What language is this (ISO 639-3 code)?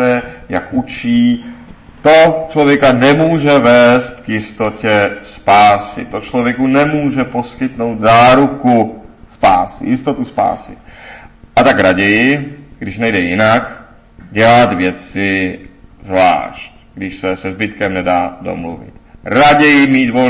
ces